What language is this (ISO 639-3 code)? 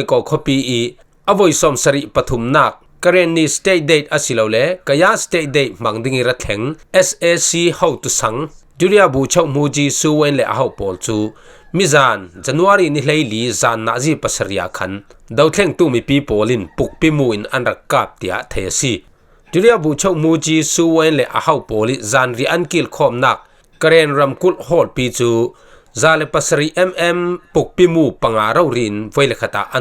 cfm